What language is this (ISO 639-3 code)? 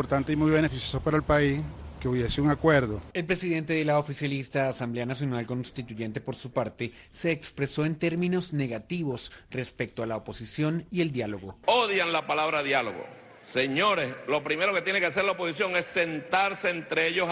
spa